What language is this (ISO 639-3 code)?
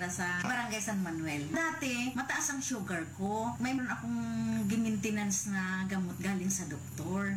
fil